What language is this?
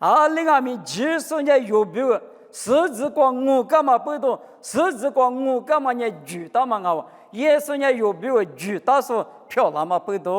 Lisu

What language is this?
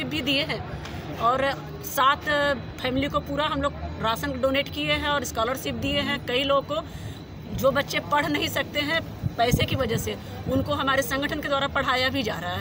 Hindi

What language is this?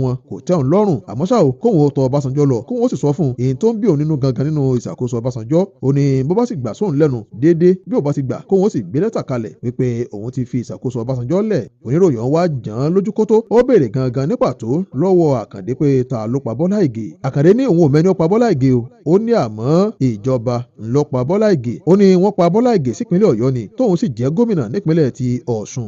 Yoruba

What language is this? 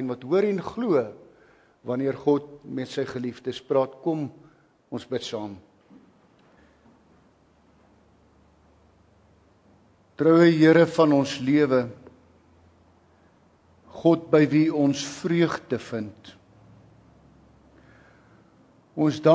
Afrikaans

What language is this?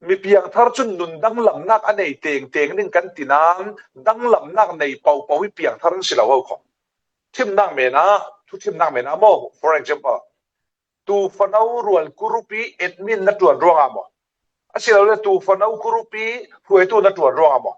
Falam Chin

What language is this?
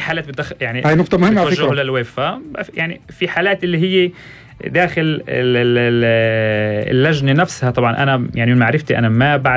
North Levantine Arabic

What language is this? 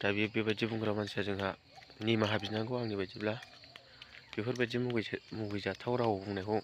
Bodo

